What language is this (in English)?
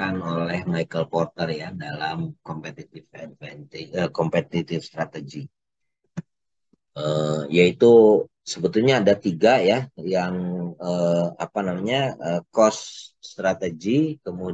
Indonesian